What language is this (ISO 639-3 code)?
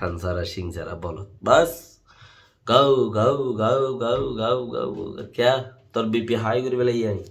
rhg